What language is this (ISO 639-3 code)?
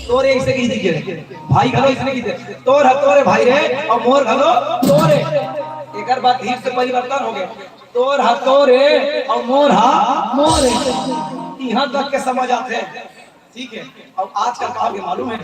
hne